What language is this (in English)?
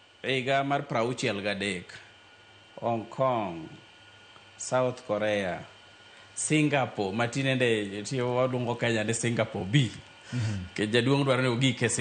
Luo (Kenya and Tanzania)